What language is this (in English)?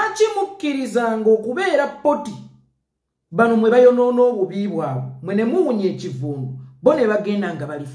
Ganda